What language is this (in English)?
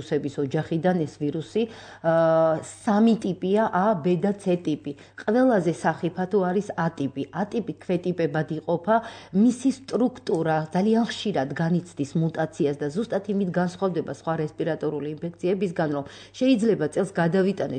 Georgian